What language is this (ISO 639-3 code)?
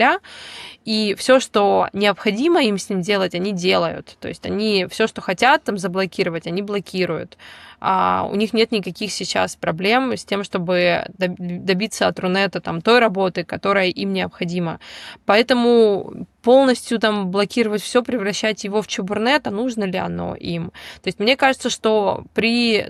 rus